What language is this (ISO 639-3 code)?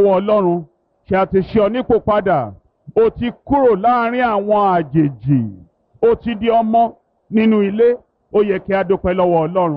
yor